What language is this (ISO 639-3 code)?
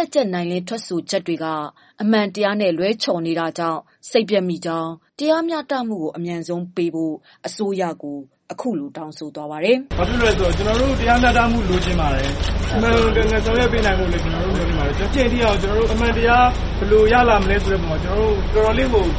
mya